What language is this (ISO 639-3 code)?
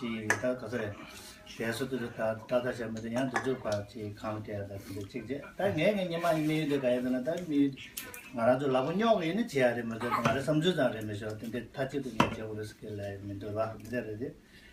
bod